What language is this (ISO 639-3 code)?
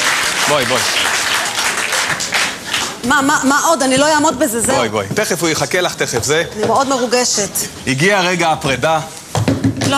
heb